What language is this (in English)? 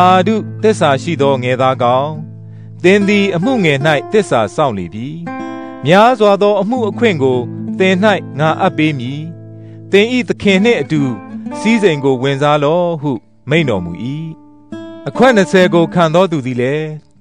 Burmese